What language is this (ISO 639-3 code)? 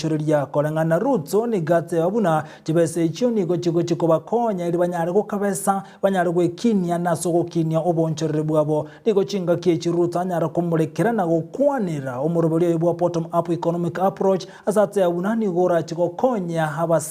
guz